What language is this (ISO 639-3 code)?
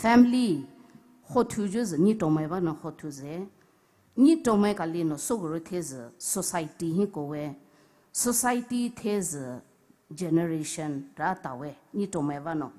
pmx